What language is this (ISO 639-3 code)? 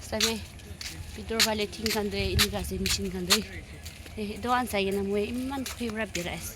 nag